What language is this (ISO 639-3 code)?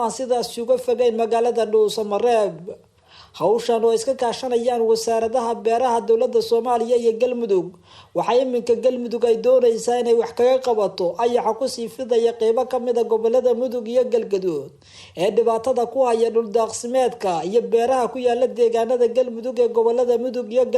som